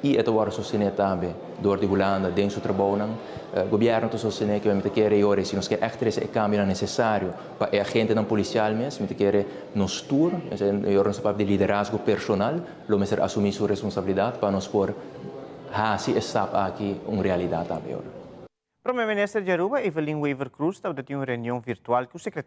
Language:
Papiamento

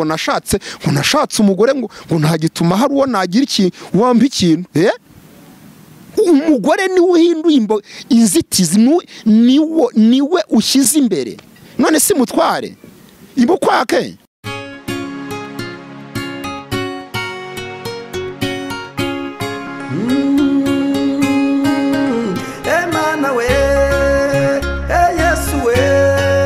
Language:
Kinyarwanda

